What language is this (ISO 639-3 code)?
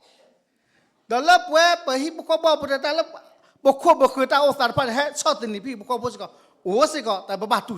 ksw